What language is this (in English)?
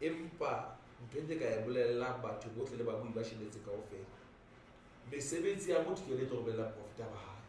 Southern Sotho